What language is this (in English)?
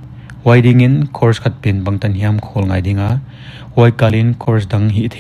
Paite Chin